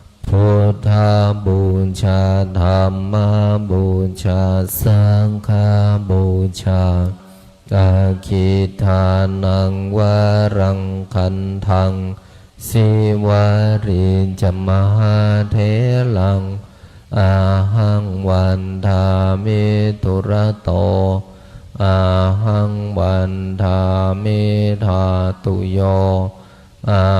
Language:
Pali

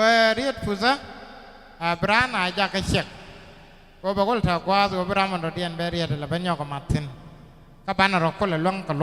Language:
Nuer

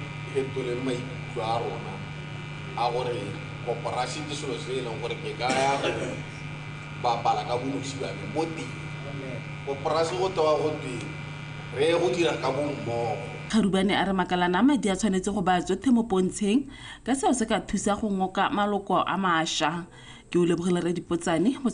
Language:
Tswana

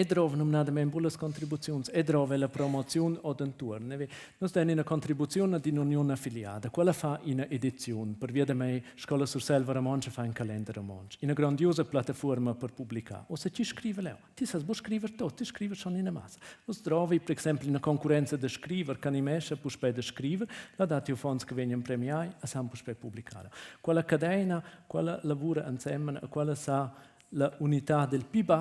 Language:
Romansh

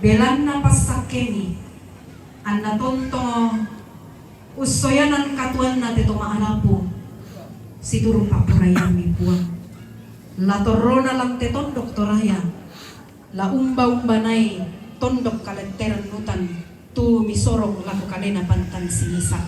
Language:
Toraja-Sa'dan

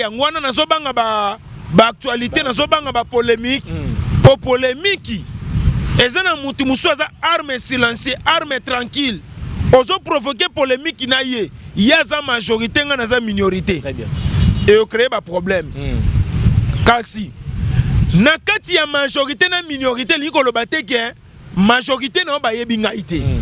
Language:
Lingala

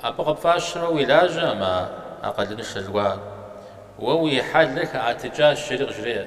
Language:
Kabardian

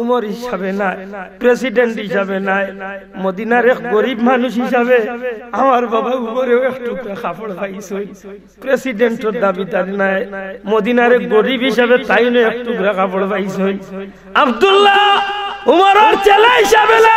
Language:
Sylheti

